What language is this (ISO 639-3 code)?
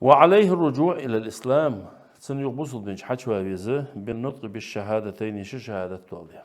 inh